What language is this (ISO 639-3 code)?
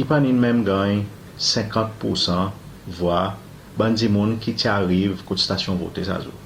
crs